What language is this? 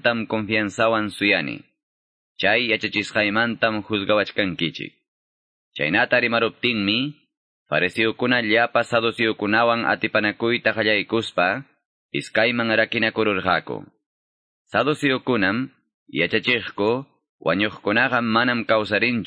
Quechua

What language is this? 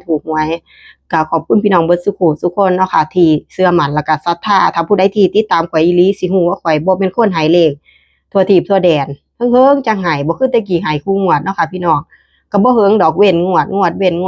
Northeastern Thai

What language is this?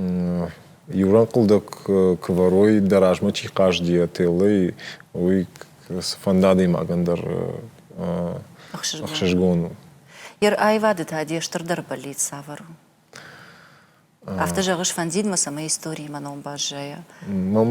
Ossetic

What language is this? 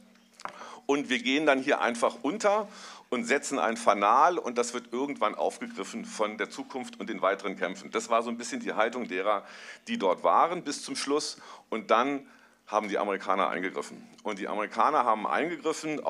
German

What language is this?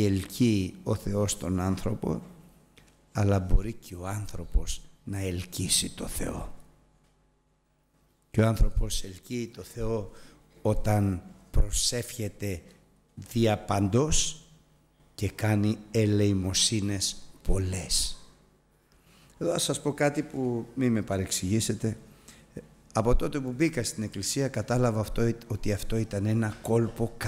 Greek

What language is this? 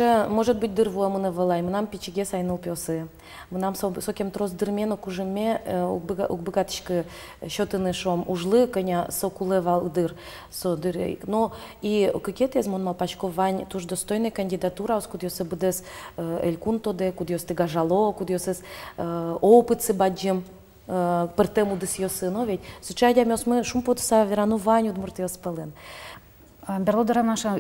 Udmurt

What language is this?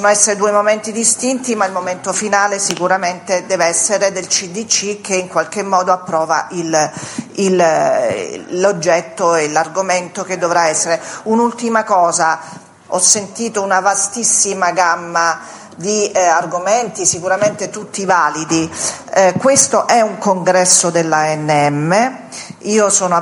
Italian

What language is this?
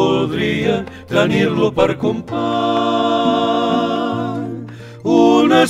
Catalan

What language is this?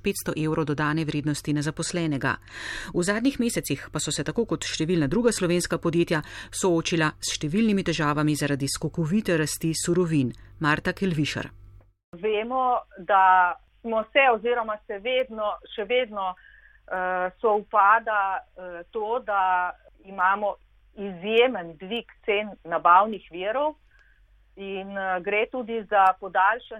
Slovenian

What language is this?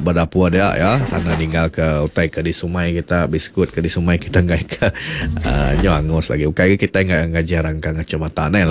Iban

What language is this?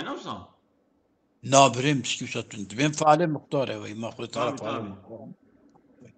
Kurdish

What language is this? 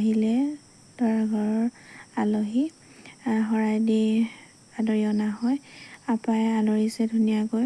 Assamese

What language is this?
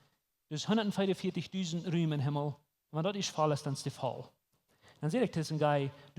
Plautdietsch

